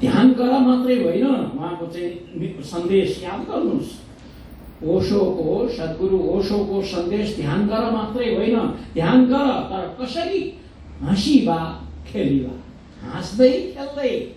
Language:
Nepali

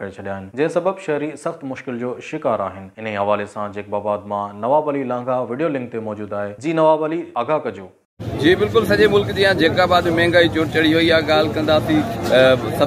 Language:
Sindhi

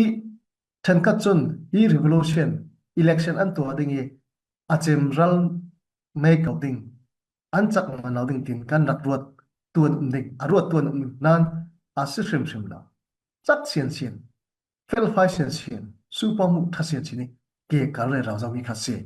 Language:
Falam Chin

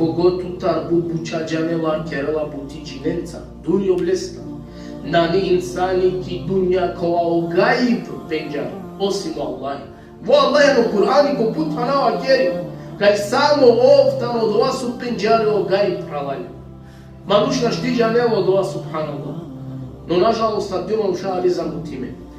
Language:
Balkan Romani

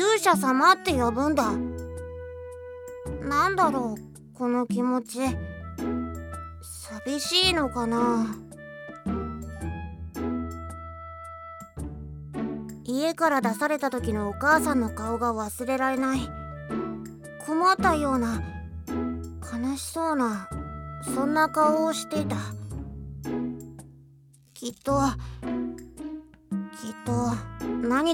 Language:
Japanese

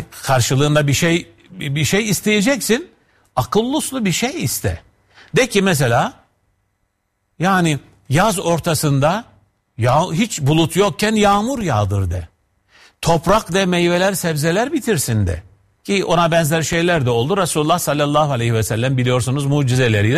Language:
Turkish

